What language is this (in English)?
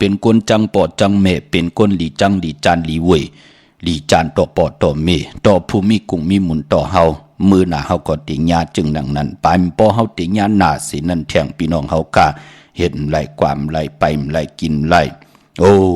Shan